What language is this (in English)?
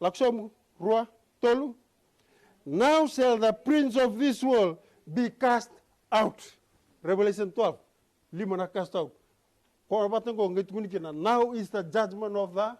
Fijian